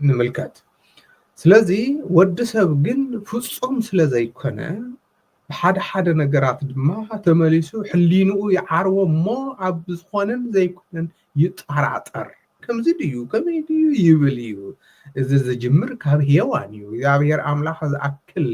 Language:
Tigrinya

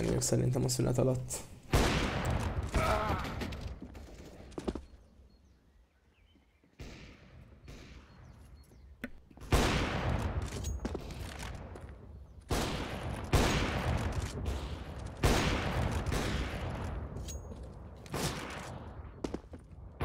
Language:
Hungarian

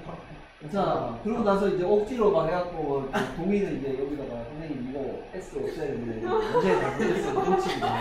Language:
Korean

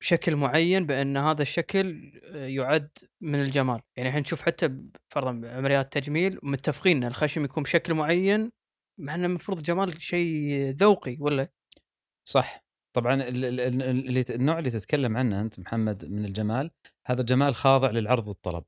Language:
Gulf Arabic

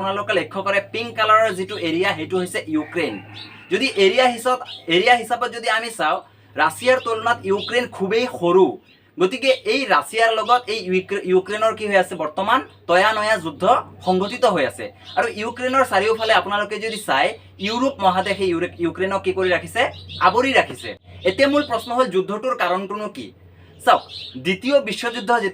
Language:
Assamese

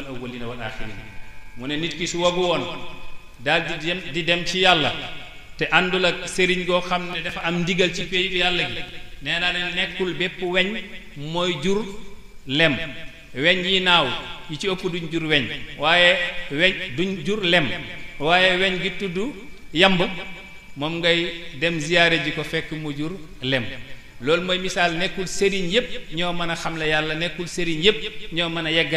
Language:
Wolof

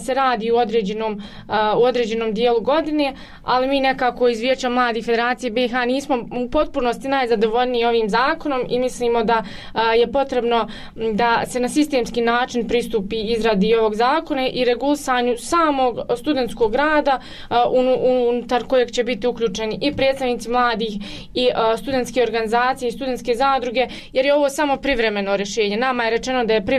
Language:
Bosnian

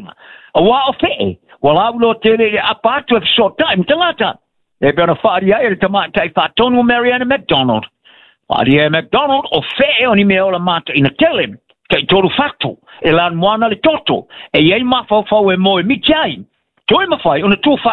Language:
Samoan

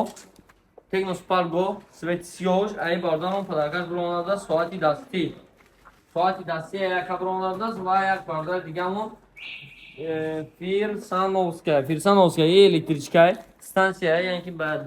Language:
Tajik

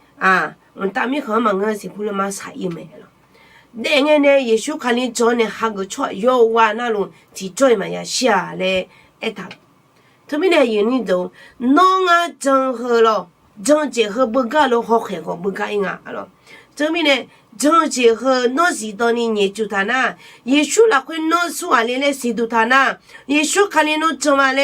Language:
Akha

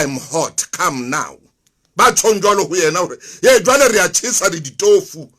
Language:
Southern Sotho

